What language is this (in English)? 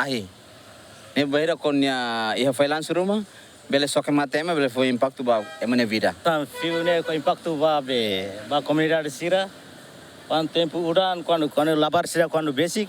Tetum